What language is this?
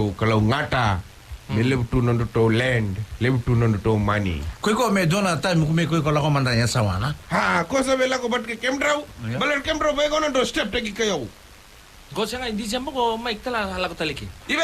Fijian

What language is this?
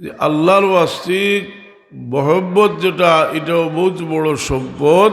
Sylheti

